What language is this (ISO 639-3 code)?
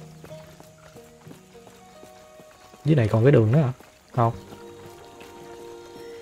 vie